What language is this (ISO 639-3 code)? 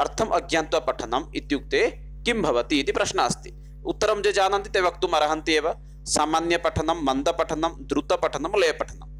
san